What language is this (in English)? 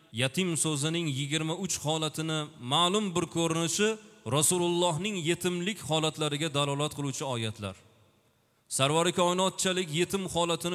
Uzbek